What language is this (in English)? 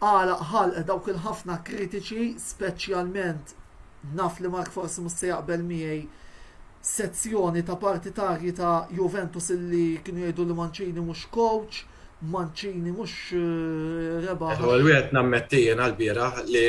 Maltese